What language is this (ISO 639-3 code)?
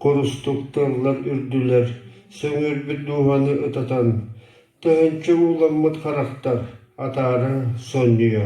sah